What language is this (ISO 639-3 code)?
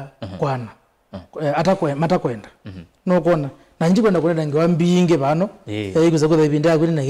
kam